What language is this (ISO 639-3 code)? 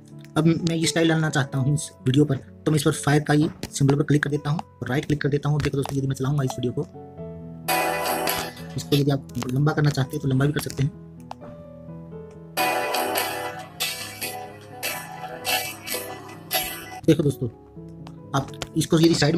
hin